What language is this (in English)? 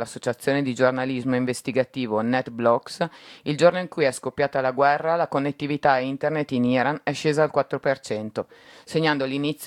Italian